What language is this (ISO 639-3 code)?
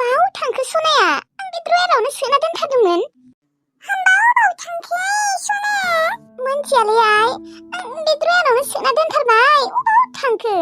brx